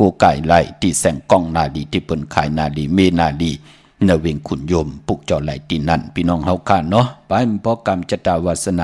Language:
Shan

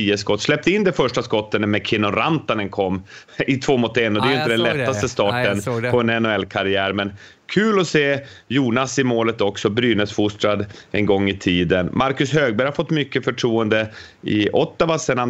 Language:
Swedish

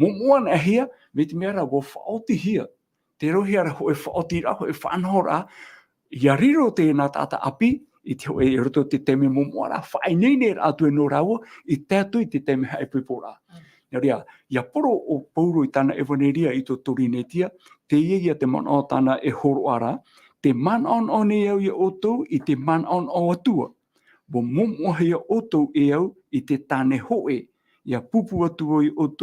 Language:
Tahitian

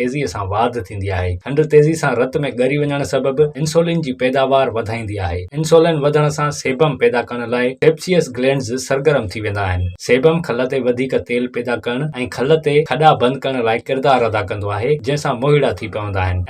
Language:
Sindhi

